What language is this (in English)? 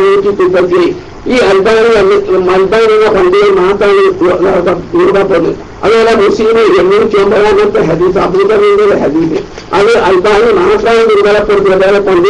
Malayalam